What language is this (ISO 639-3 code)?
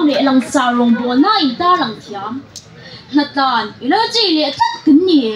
lus